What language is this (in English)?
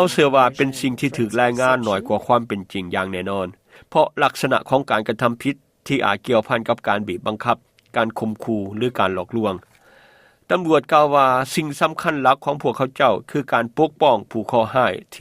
Lao